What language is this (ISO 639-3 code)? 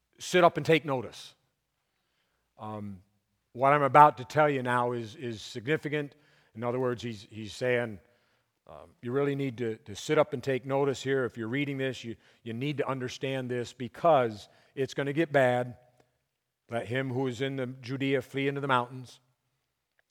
eng